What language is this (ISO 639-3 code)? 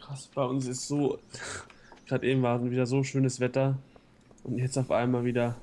gsw